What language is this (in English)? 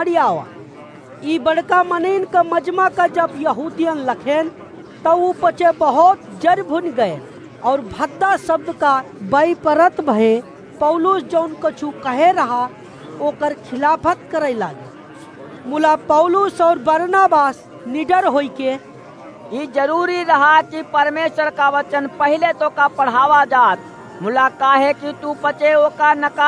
Awadhi